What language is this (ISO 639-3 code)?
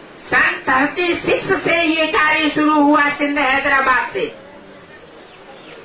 hin